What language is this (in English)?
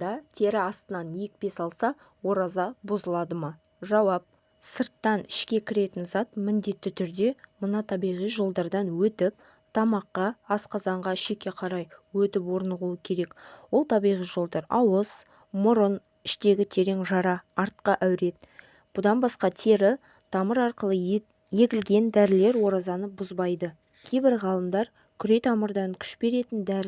Kazakh